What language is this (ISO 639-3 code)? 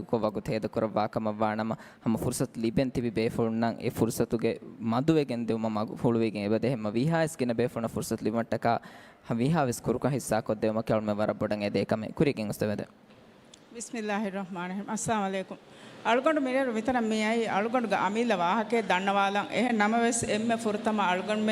div